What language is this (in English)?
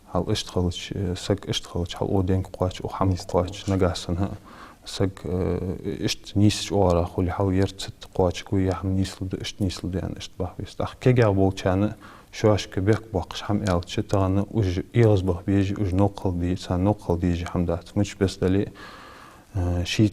Ingush